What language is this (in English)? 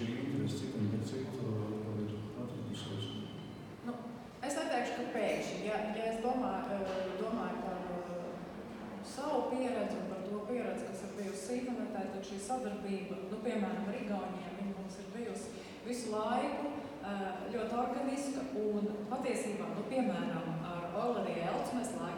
Latvian